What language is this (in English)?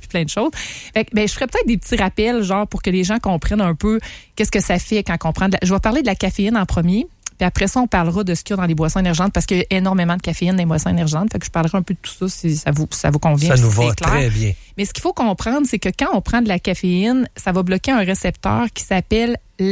French